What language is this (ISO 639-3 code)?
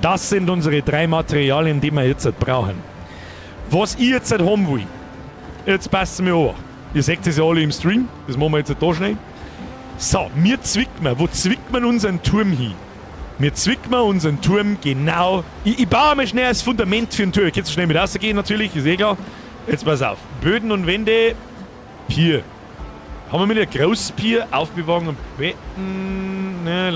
bar